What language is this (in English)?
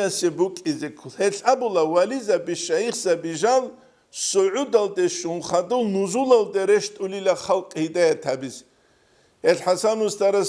Avaric